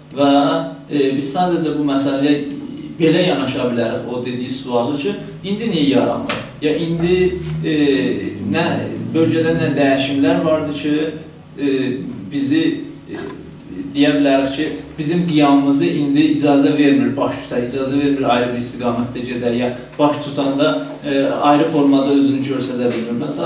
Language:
South Azerbaijani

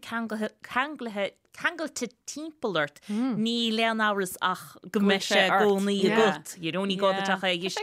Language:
Irish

